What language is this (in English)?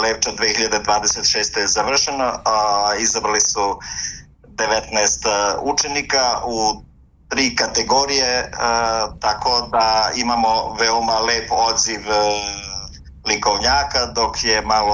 Serbian